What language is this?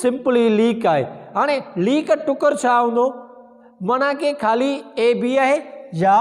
Sindhi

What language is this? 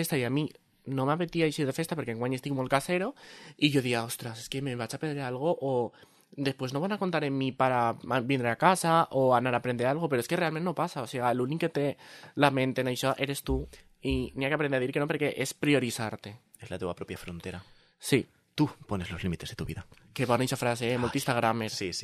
Catalan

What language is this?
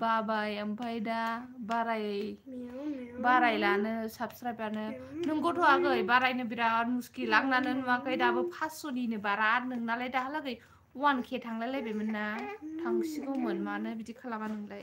Bodo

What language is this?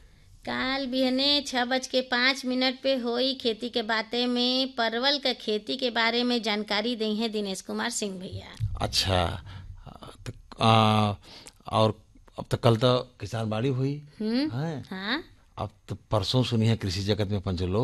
Bhojpuri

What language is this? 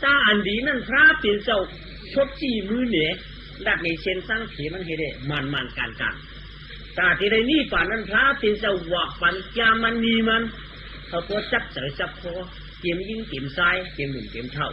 Shan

